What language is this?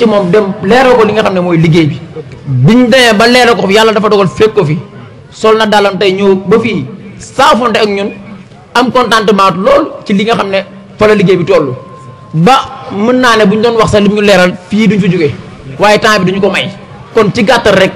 Wolof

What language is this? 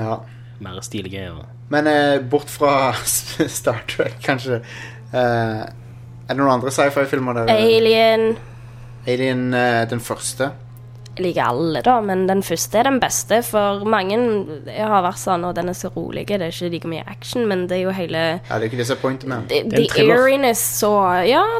Norwegian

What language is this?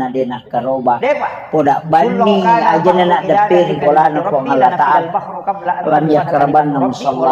Buginese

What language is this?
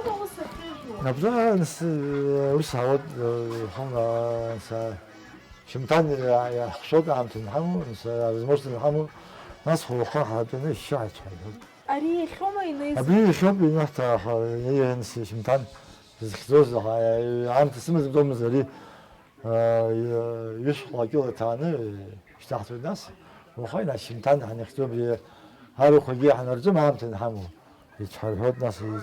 Abkhazian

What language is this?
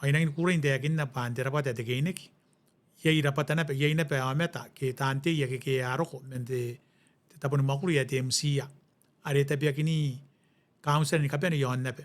Gilbertese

